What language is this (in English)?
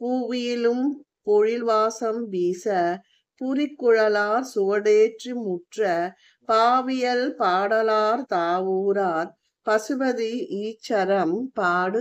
Tamil